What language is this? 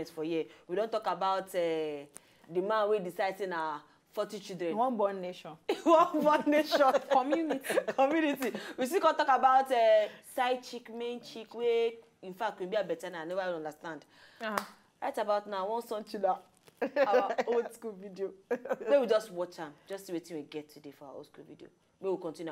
Nigerian Pidgin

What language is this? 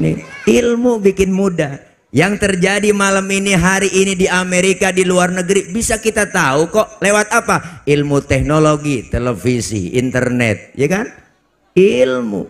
Betawi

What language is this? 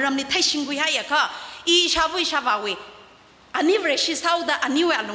Tangkhul Naga (India)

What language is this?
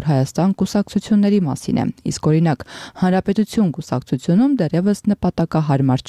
Armenian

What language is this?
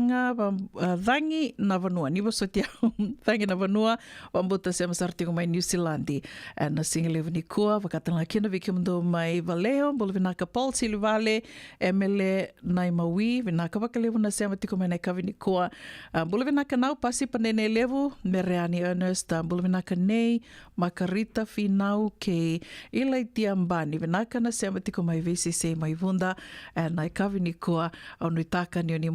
Fijian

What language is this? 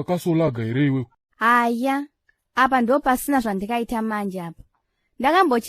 Shona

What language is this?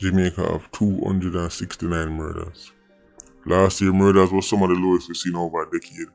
Jamaican Creole English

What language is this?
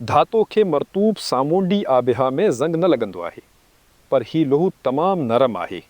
Sindhi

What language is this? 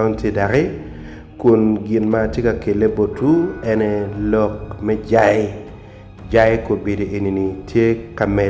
Acoli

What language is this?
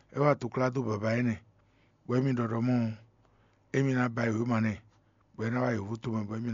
Fon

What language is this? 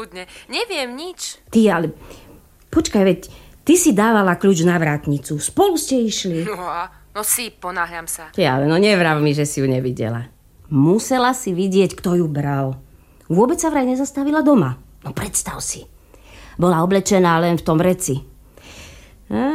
Slovak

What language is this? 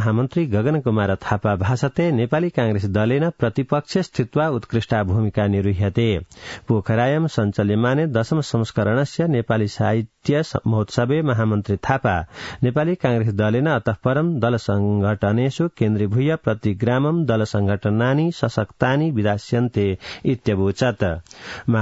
Sanskrit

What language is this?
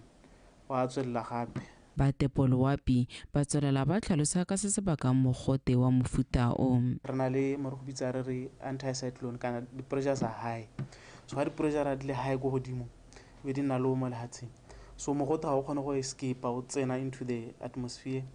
Tswana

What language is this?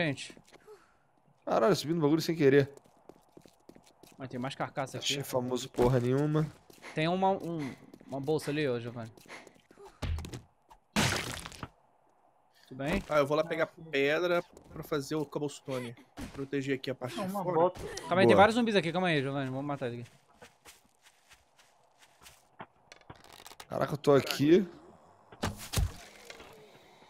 Portuguese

